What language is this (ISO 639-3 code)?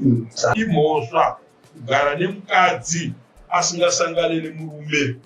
sna